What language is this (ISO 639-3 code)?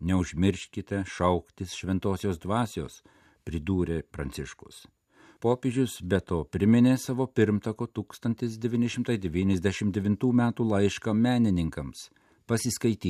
lit